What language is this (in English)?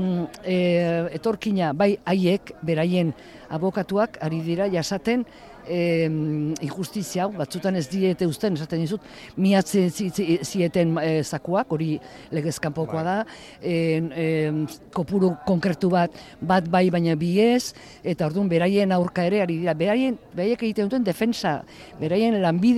Basque